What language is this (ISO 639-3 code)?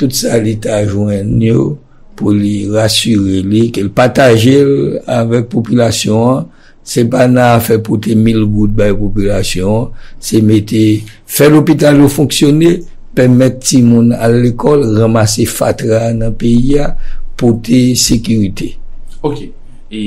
hat